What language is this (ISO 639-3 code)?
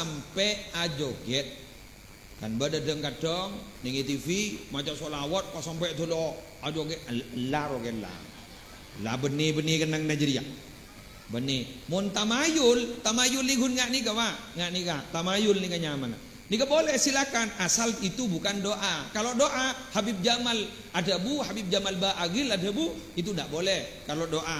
mad